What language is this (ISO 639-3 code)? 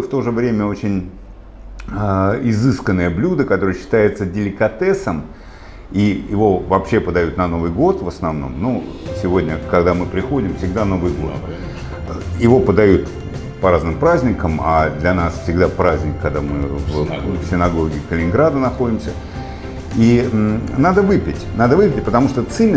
rus